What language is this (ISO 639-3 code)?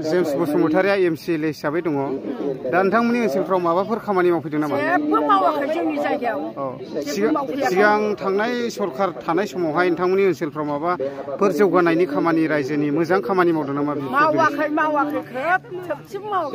brx